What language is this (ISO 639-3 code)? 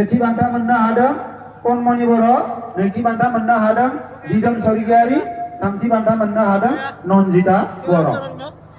brx